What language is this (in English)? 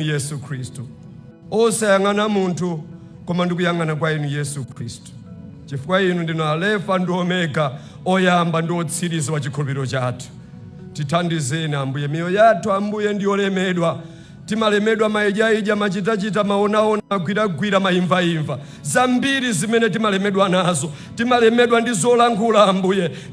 Nyanja